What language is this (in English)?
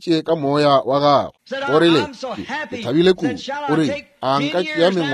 Northern Sotho